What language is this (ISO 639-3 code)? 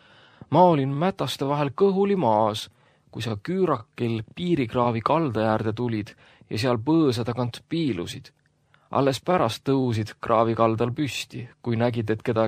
est